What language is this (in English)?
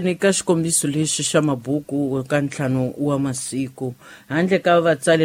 Tsonga